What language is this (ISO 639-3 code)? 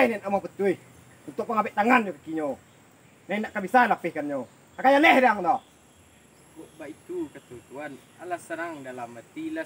min